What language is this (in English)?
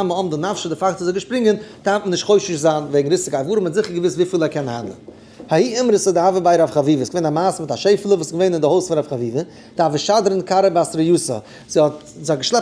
Yiddish